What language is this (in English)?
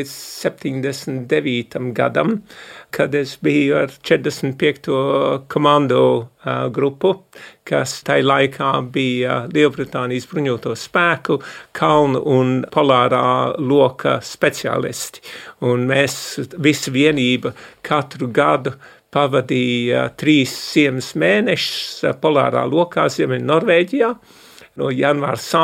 Latvian